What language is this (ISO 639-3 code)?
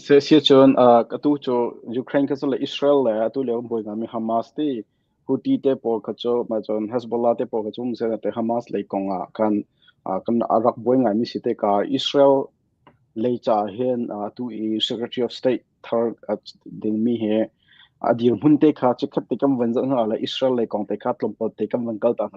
cnh